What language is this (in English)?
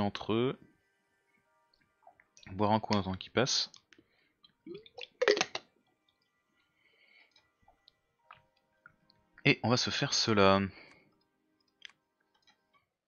French